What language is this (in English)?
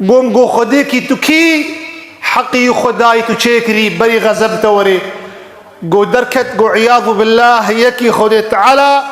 Kurdish